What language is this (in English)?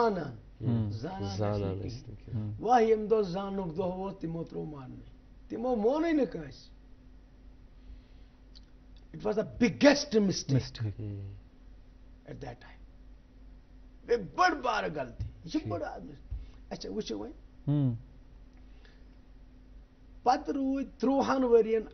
Kashmiri